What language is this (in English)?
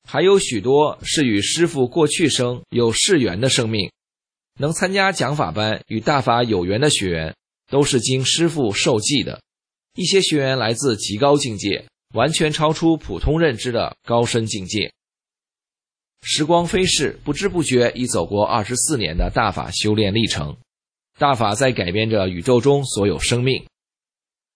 Chinese